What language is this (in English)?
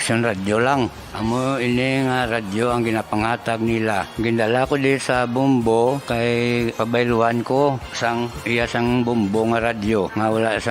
Hiligaynon